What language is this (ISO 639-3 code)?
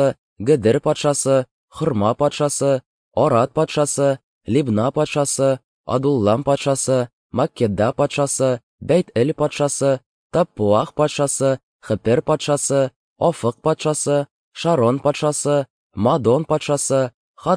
tat